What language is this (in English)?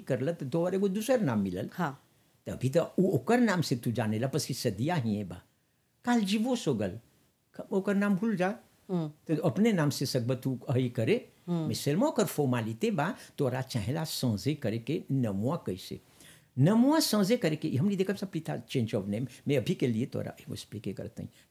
Bhojpuri